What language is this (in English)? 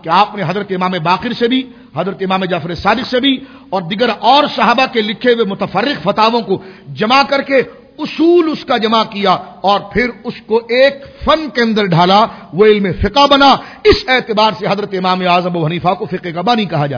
Urdu